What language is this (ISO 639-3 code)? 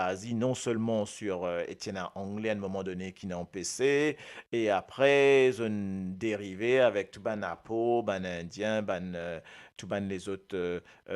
mfe